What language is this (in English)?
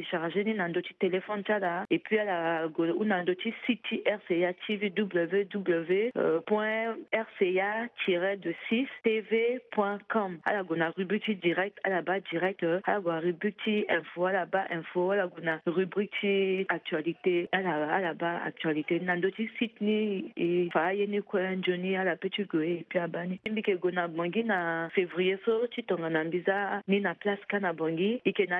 Sango